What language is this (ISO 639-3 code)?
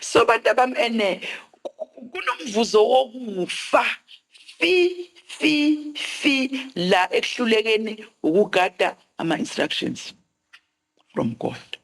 zul